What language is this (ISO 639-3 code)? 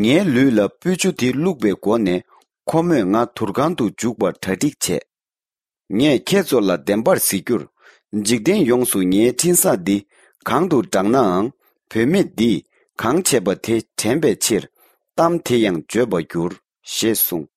bod